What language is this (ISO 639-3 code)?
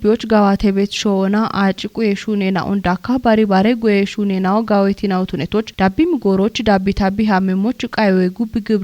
kbr